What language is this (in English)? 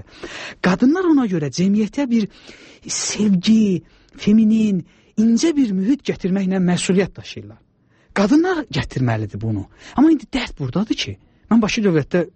Azerbaijani